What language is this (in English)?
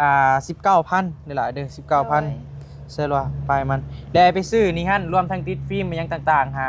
Northeastern Thai